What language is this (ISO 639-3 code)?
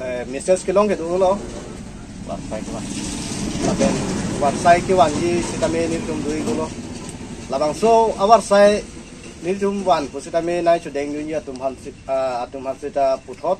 mjw